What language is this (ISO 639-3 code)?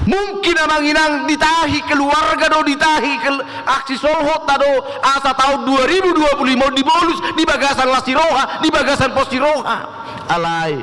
bbc